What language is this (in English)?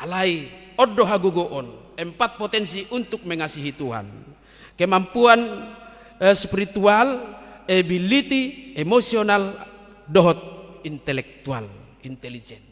Batak Toba